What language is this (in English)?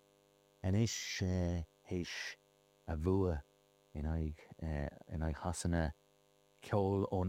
Irish